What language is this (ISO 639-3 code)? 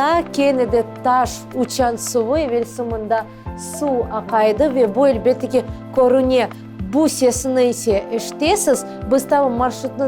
crh